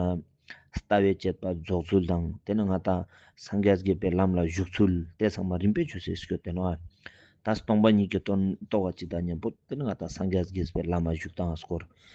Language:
Tibetan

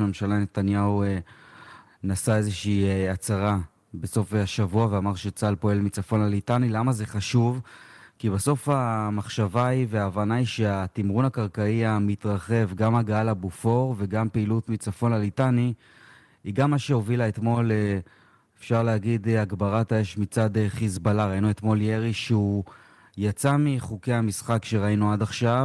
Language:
Hebrew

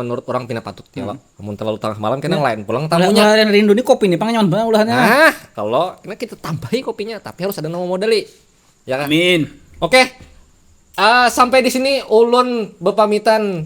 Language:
Banjar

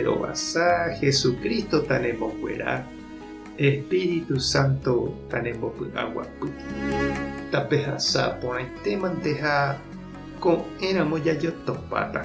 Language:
Guarani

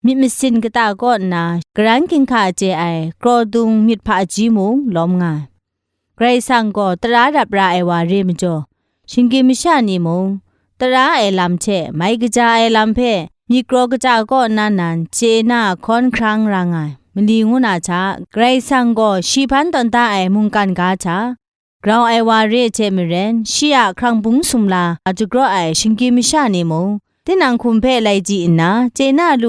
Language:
Kachin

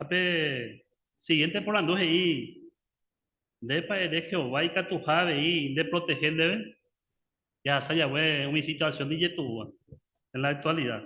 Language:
Guarani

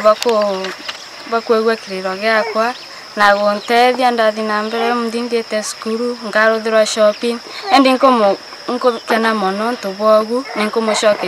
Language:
Meru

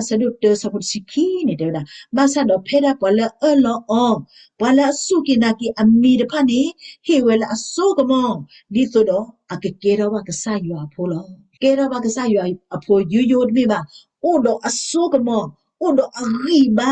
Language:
S'gaw Karen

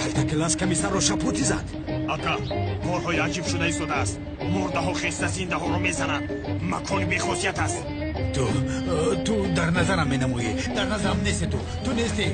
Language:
Tajik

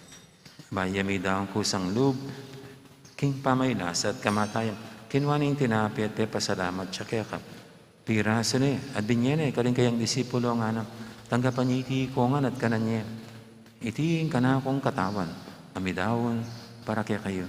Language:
Pampanga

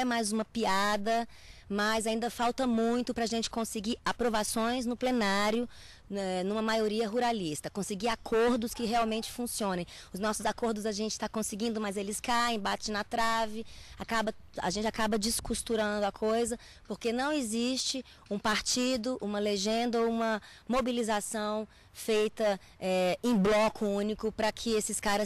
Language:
Portuguese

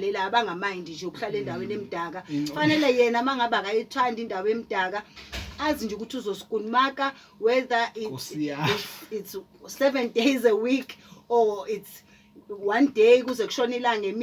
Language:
Zulu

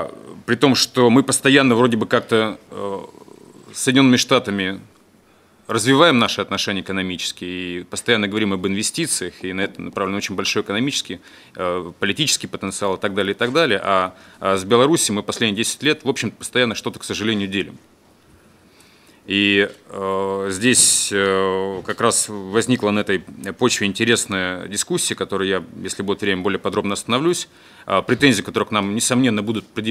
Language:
Russian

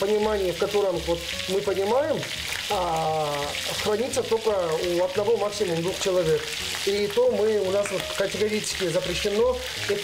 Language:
Russian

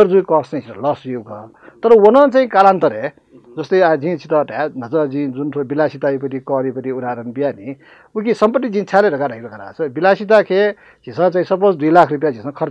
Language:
Newari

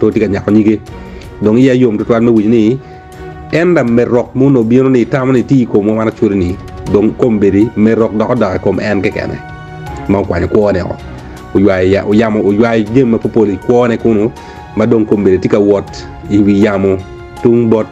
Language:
Acoli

